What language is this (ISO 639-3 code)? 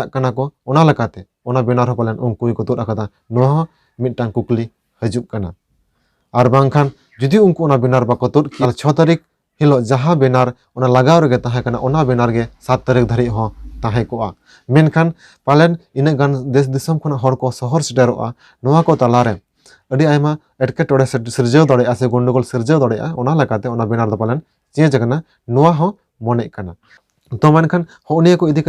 sat